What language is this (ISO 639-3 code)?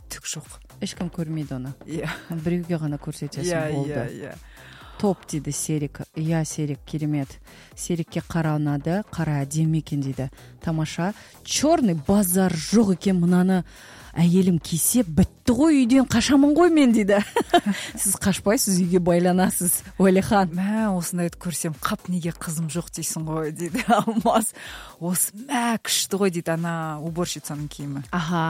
kaz